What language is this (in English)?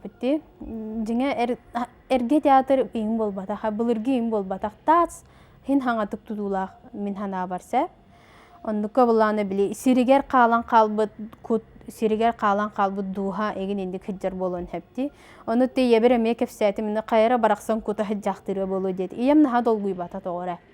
Yakut